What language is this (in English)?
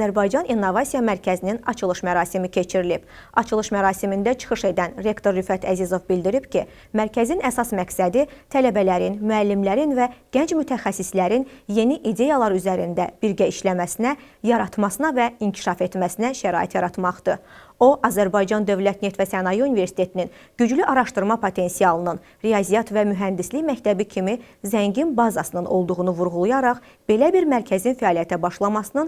Azerbaijani